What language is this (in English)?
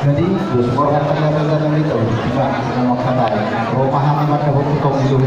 Batak Toba